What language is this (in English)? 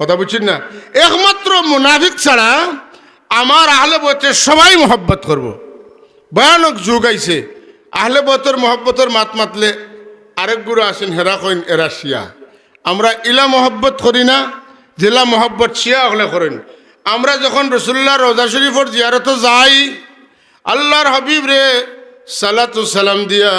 Sylheti